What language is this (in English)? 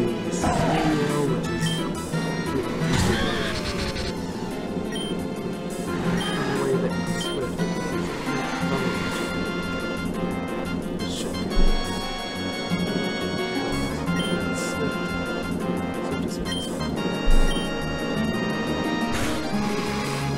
English